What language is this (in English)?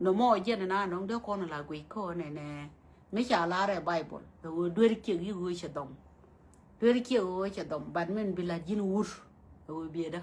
Nuer